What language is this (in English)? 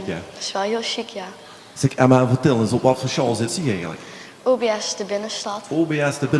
Limburgish